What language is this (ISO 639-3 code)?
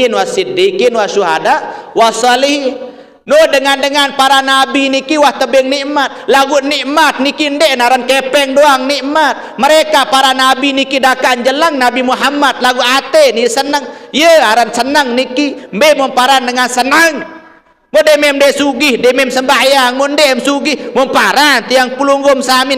sas